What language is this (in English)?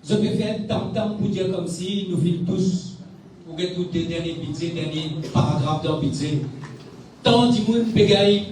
Morisyen